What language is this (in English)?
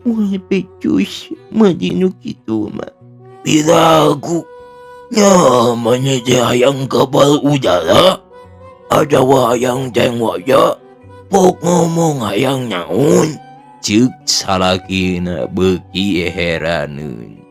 Sundanese